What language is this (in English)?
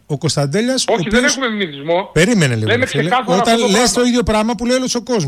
Greek